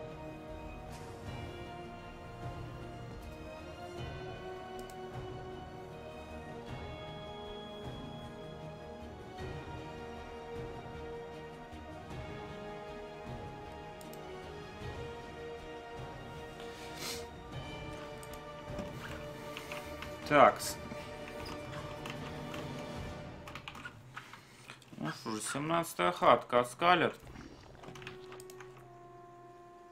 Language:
Russian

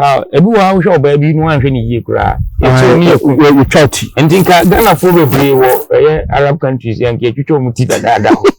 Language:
Akan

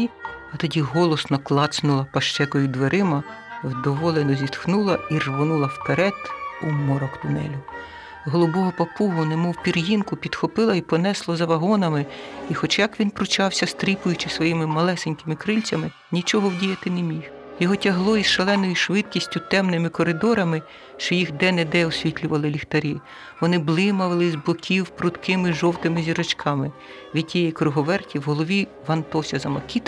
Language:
Ukrainian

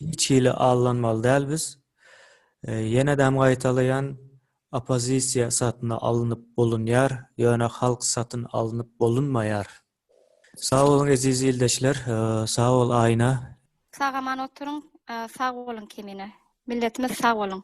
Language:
Turkmen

